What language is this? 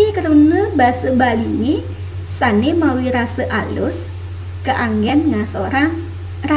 Balinese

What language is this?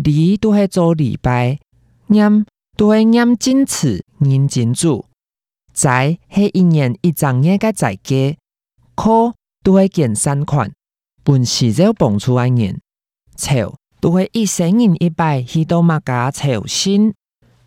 Hakka Chinese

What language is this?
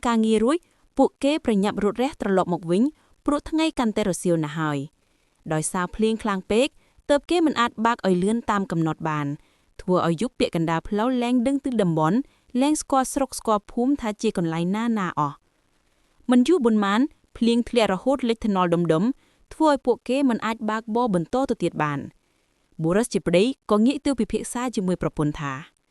Khmer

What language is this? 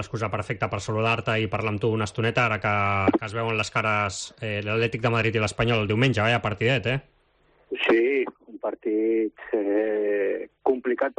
Catalan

